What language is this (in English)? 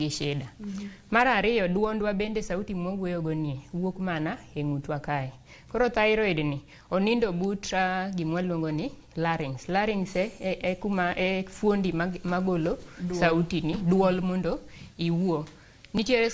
Luo (Kenya and Tanzania)